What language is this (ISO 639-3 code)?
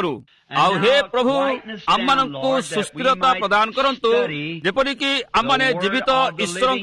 ori